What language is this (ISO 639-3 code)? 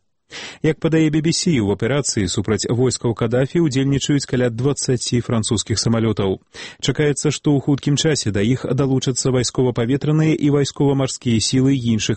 bel